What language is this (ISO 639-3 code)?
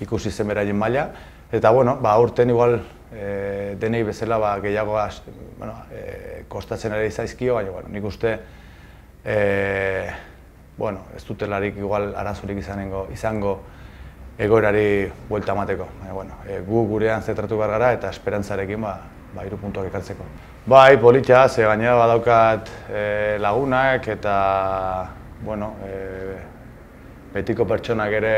eus